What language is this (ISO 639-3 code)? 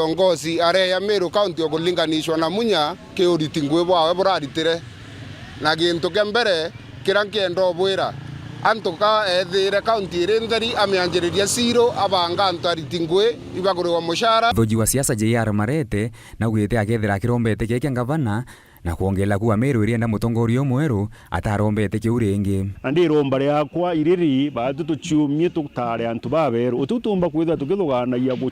mer